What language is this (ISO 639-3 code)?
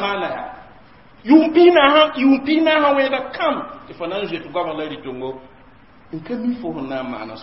mos